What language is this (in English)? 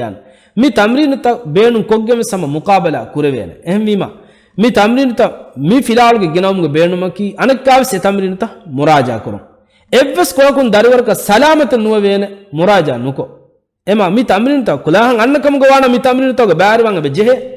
Divehi